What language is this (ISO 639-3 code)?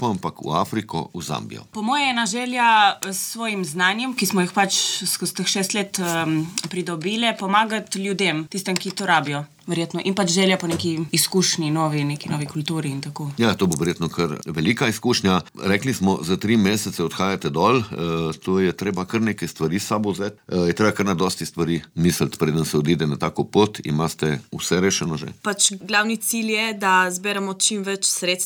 slv